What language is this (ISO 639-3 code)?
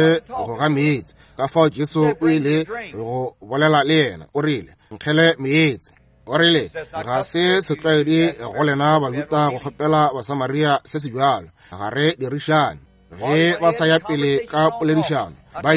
nso